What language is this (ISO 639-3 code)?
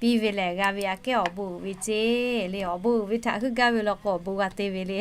lhu